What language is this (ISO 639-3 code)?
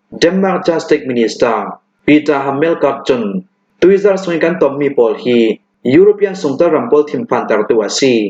cnh